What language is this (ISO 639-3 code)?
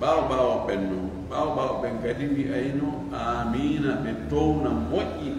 ful